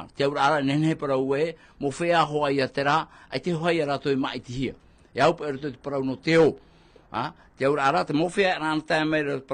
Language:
Tahitian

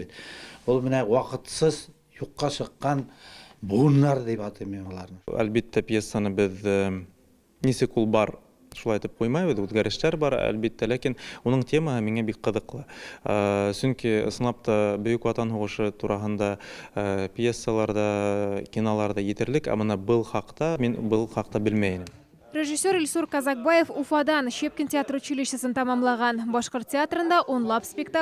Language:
Tatar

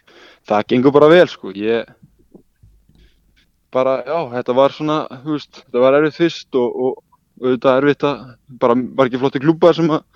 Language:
Icelandic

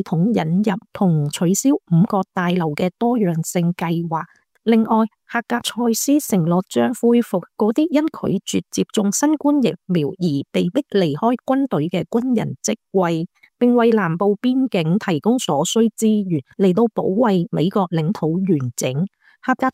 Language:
Cantonese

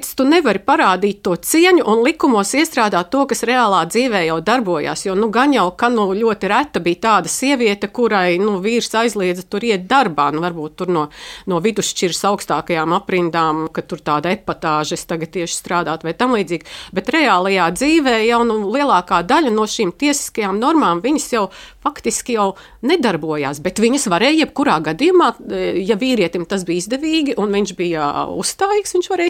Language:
Latvian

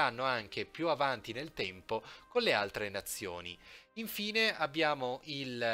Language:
Italian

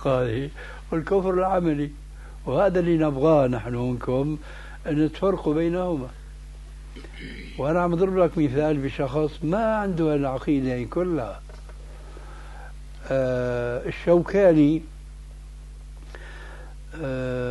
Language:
Arabic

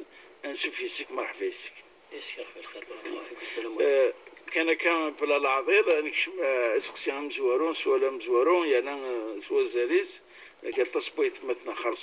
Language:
Kabyle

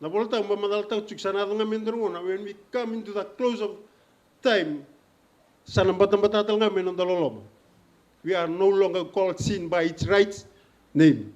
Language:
Fijian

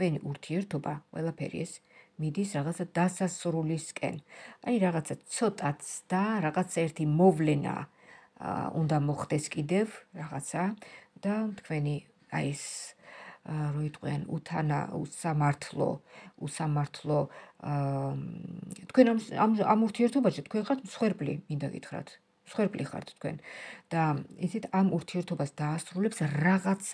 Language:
Georgian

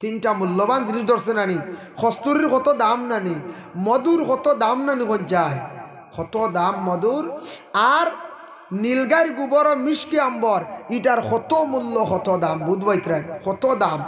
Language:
Sylheti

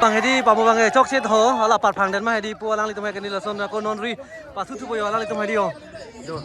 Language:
Karbi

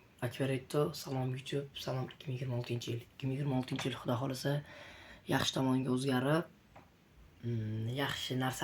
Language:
Uzbek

